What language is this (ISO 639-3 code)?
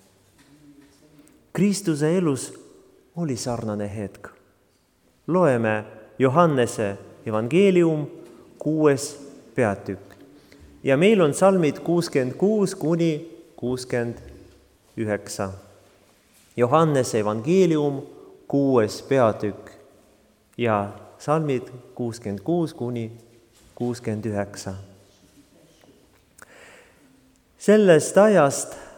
est